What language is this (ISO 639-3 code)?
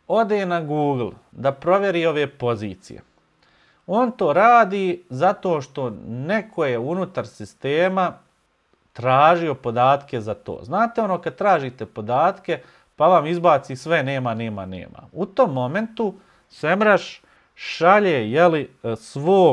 bos